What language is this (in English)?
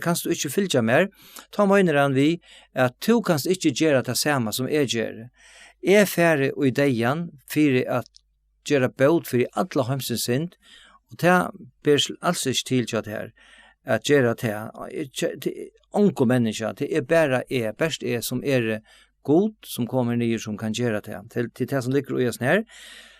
Faroese